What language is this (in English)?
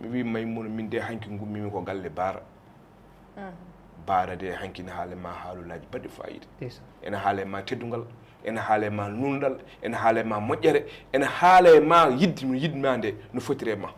Fula